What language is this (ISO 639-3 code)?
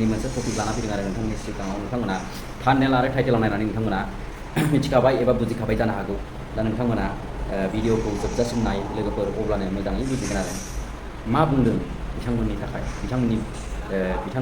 brx